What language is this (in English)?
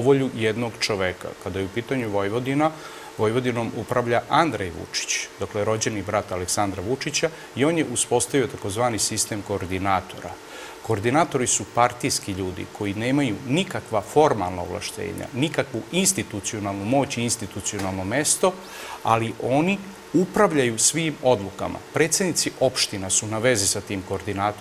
Serbian